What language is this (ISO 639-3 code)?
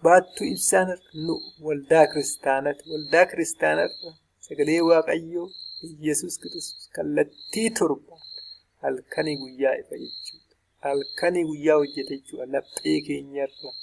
orm